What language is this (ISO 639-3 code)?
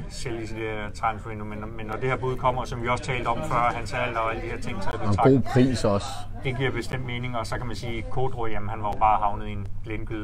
dan